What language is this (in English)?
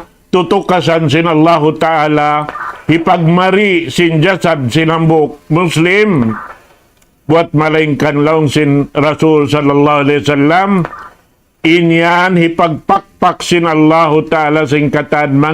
Tausug